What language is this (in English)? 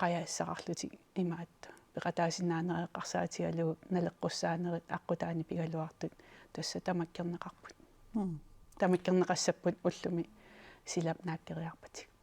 Kalaallisut